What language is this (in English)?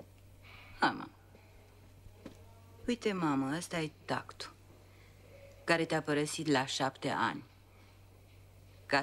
Romanian